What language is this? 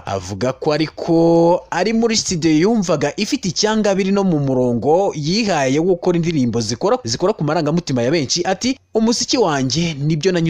Kinyarwanda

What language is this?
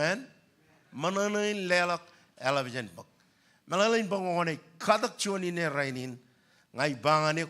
Marshallese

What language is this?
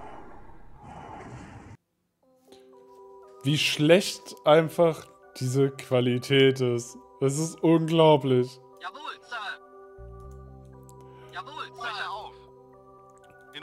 German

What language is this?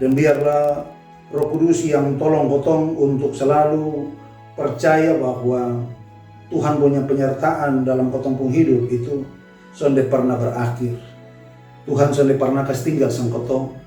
Kupang Malay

